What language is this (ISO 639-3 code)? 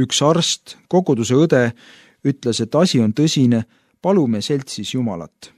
est